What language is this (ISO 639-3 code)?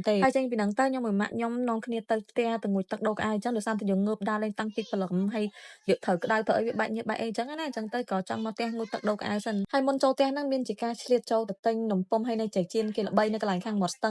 khm